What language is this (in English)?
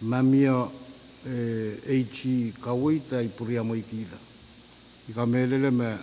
Pohnpeian